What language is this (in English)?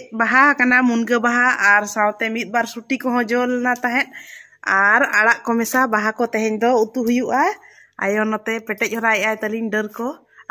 Santali